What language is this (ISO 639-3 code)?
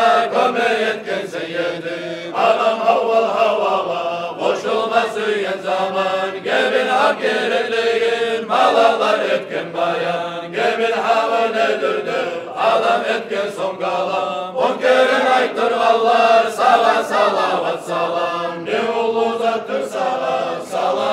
kum